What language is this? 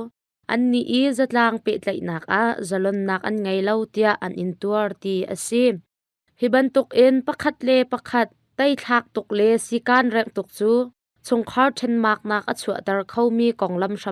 Hakha Chin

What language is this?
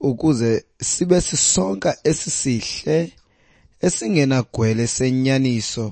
Xhosa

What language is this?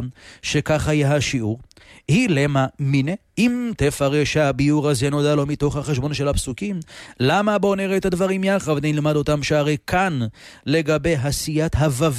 Hebrew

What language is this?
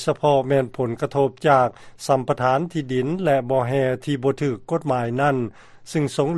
Lao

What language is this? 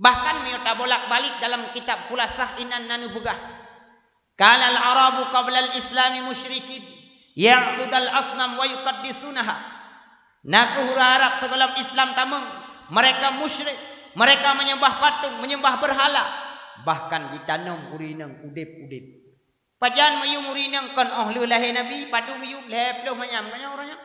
Achinese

